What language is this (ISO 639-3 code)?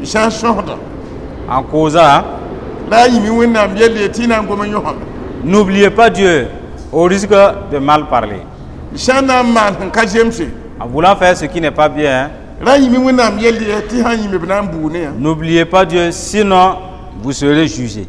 mos